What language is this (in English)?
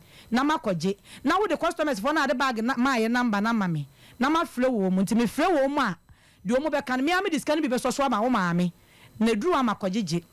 Akan